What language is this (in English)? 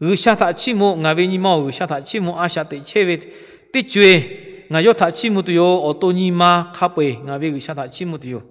Lahu